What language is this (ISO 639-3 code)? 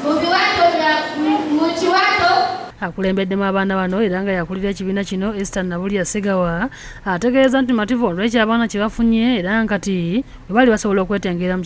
lug